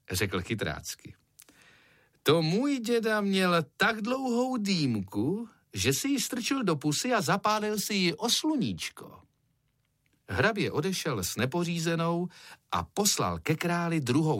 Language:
Czech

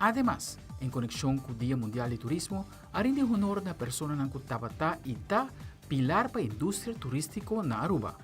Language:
Papiamento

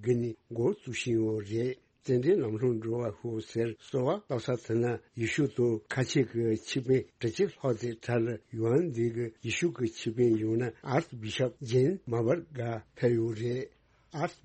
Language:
Tibetan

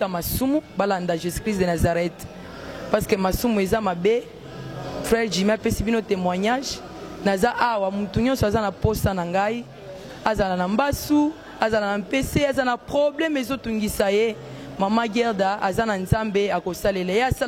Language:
Lingala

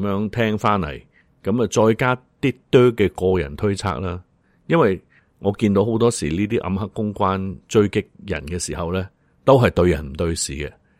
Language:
Cantonese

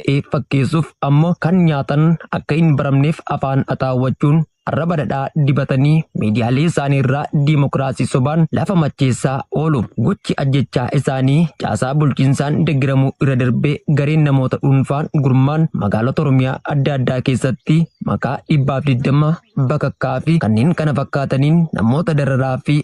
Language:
Oromo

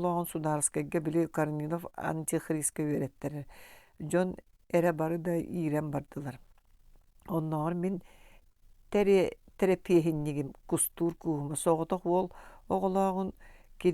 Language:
Yakut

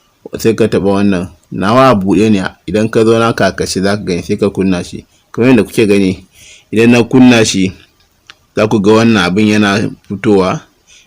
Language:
Hausa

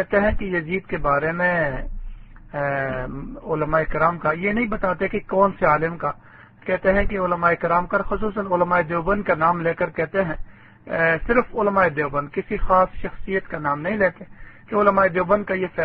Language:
Urdu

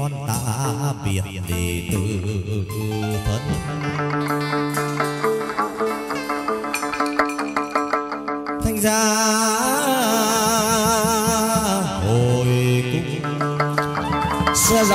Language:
Vietnamese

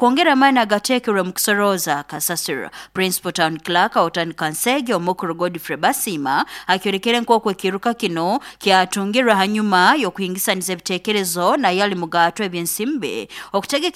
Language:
Nyoro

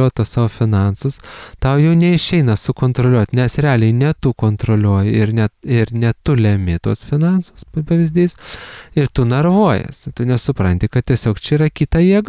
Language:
Lithuanian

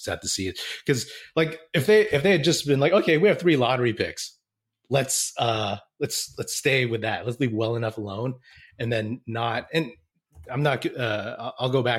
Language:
English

